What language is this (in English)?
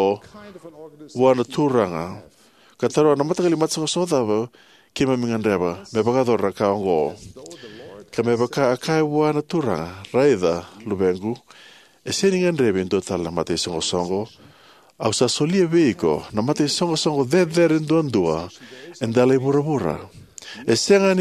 Fijian